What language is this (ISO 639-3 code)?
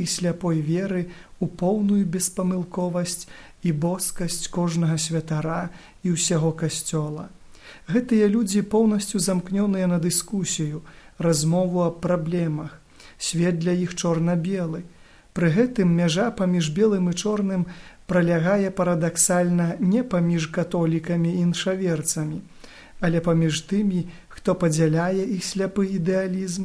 bel